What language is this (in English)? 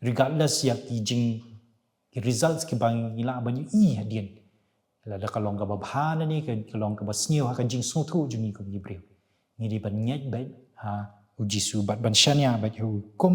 Khasi